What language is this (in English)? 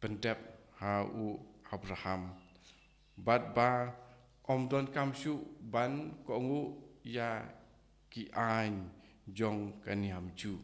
Khasi